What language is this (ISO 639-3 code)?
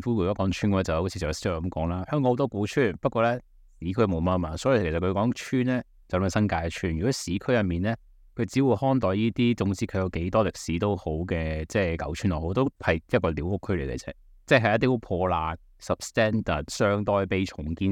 yue